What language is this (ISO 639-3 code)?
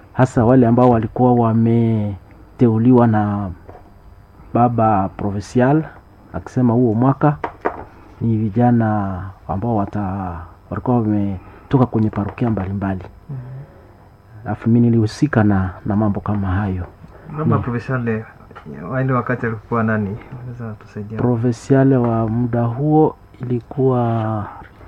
swa